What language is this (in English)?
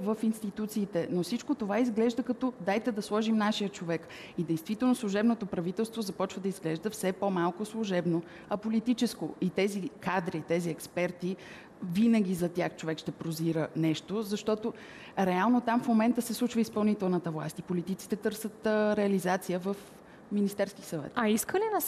Bulgarian